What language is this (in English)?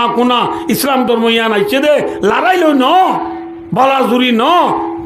Rohingya